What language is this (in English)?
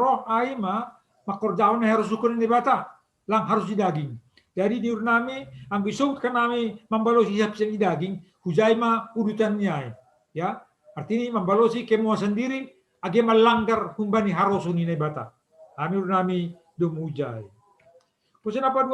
Batak Simalungun